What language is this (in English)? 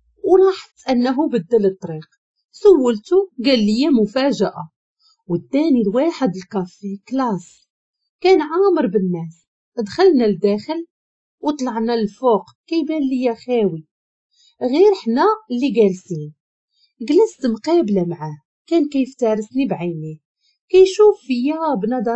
Moroccan Arabic